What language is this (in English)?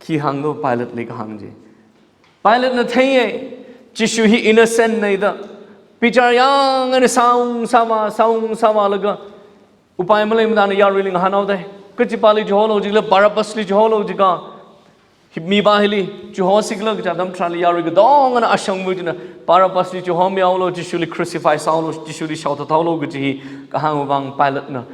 Tangkhul Naga (India)